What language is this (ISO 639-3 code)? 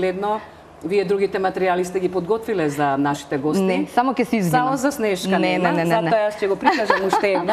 mkd